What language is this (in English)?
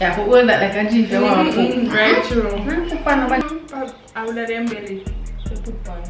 Jamaican Creole English